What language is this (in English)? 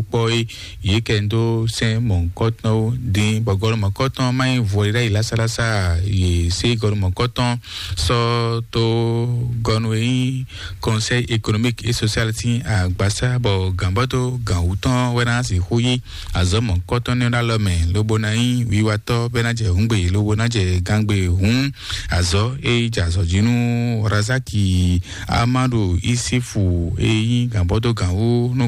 Fon